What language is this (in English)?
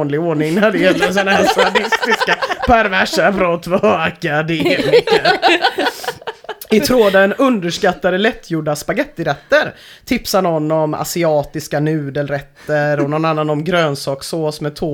Swedish